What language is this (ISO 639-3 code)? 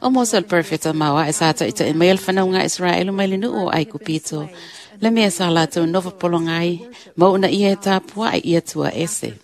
smo